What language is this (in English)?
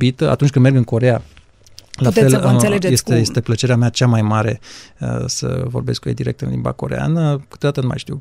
Romanian